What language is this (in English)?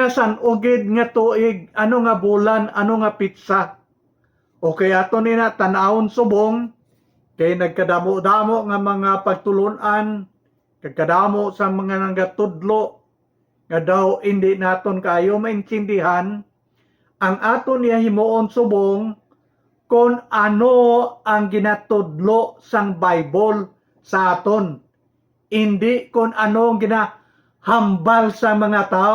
Hiligaynon